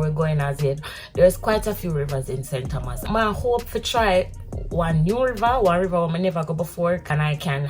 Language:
Jamaican Creole English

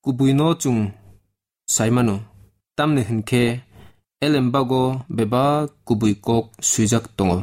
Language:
Kok Borok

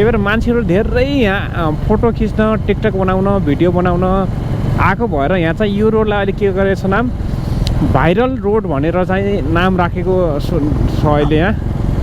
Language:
Nepali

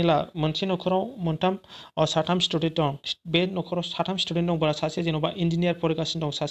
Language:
Bodo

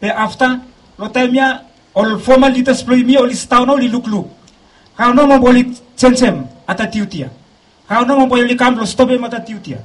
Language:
Bislama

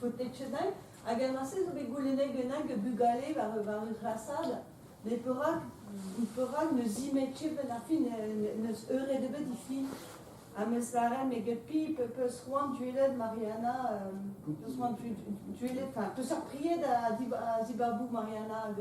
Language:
Breton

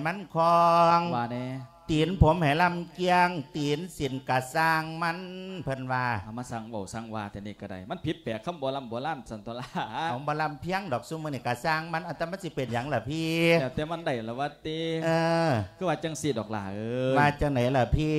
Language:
Lao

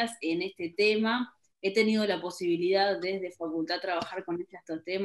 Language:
Spanish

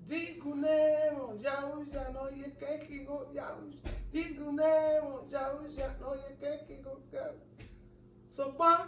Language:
Bini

